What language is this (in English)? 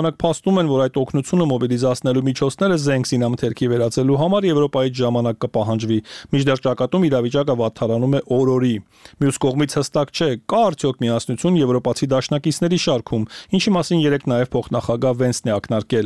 Armenian